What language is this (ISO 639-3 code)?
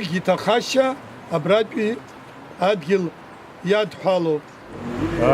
abk